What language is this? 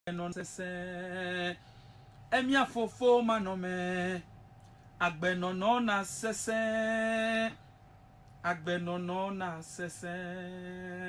Ewe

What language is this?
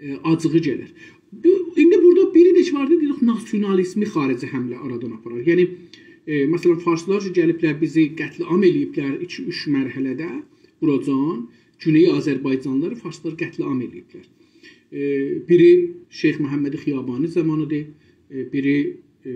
South Azerbaijani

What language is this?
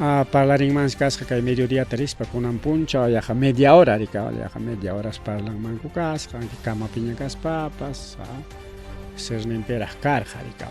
Ayacucho Quechua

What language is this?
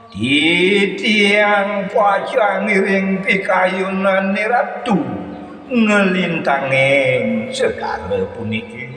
Balinese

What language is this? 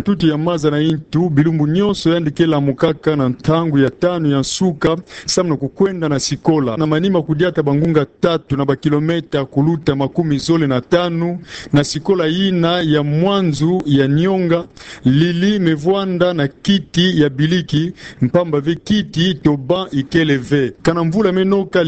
Kituba (Democratic Republic of Congo)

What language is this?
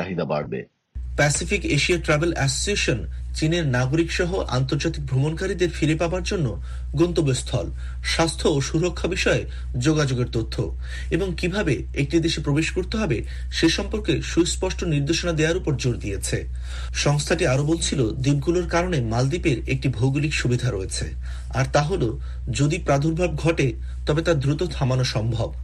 Bangla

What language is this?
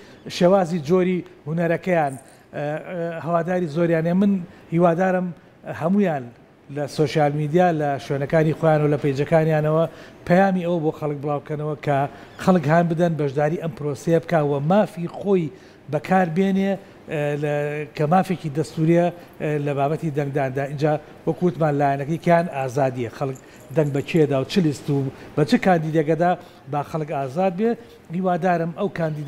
Central Kurdish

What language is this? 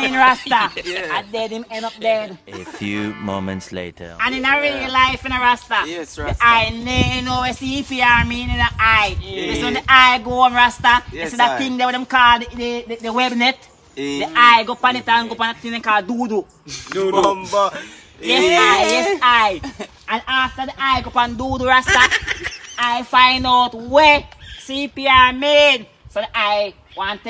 Jamaican Creole English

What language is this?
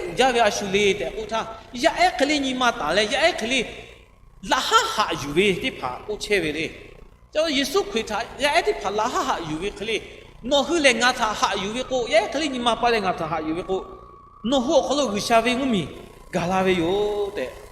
Lahu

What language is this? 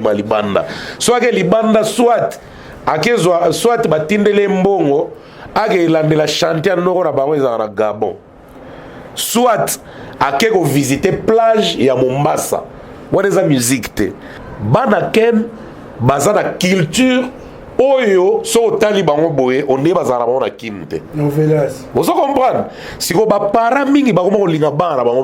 Lingala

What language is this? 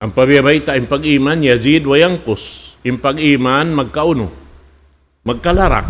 Tausug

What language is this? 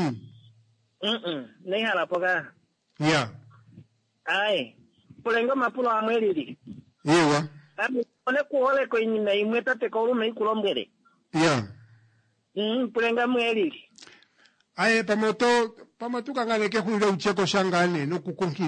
Kuanyama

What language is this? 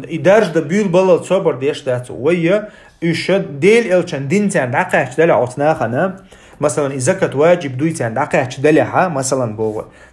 Chechen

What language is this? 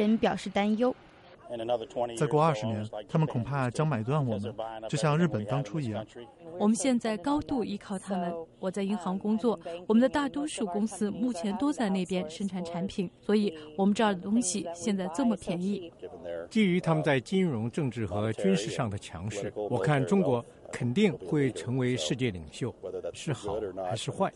Chinese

